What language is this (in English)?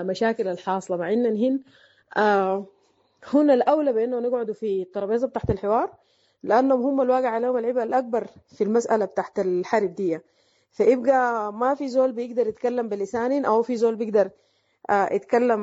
Sudanese Arabic